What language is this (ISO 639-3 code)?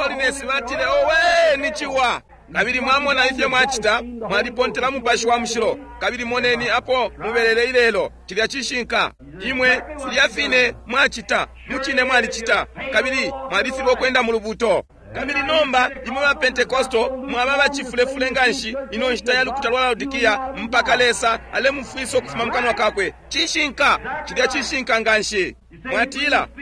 bem